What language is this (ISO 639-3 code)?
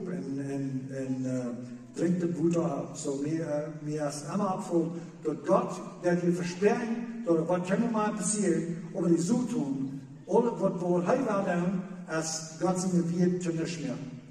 pdt